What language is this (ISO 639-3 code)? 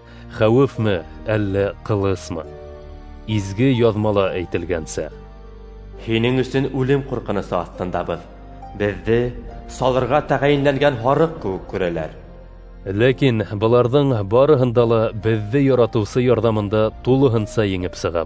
bak